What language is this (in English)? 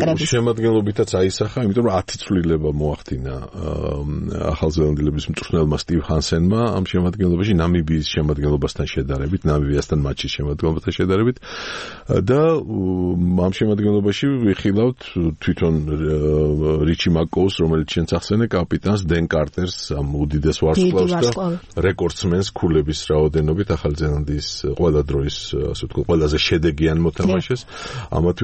Georgian